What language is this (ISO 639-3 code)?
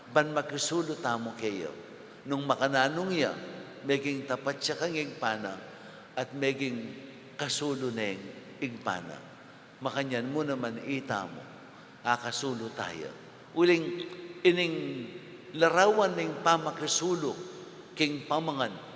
pam